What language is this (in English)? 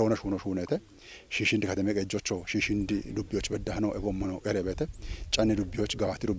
Kafa